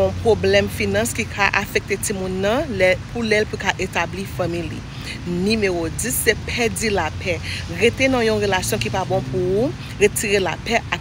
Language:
Haitian Creole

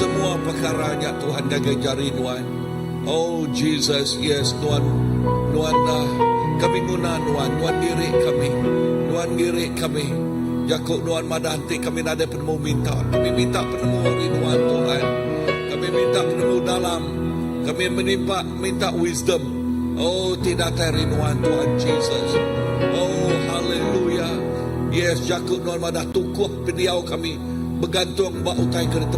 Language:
Iban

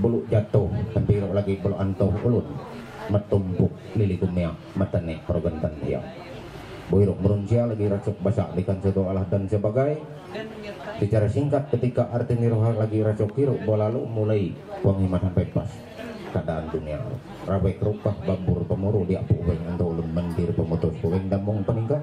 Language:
Ma'anyan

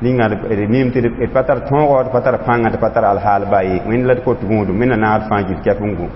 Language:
Mossi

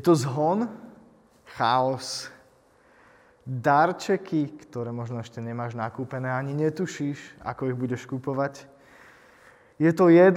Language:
Slovak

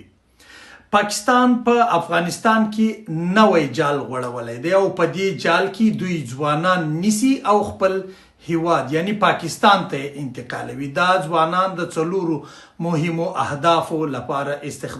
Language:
Pashto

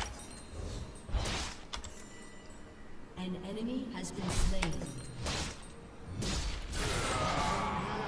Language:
Chinese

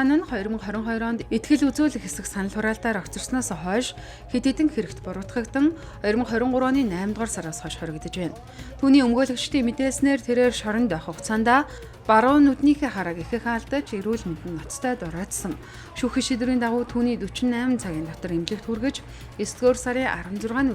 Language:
Mongolian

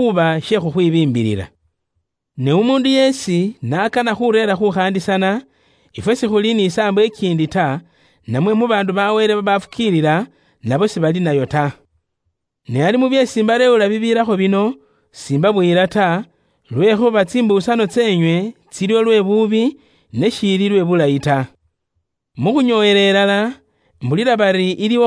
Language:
Luyia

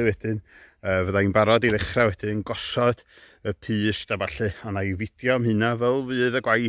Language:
Welsh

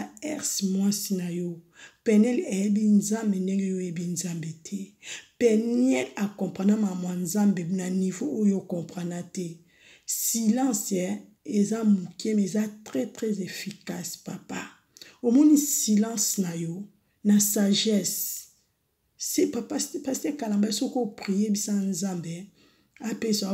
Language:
Lingala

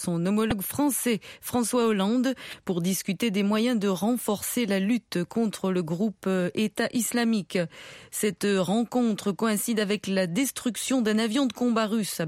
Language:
French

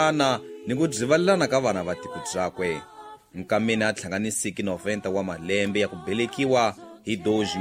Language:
Tsonga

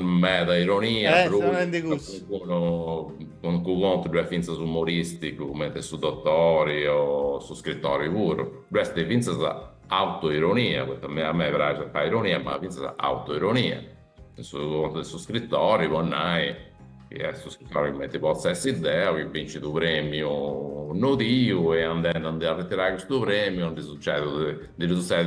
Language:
Sardinian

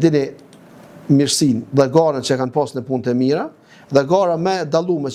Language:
Albanian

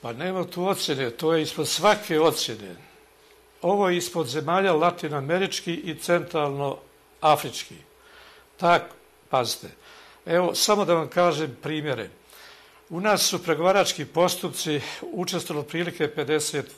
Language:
Croatian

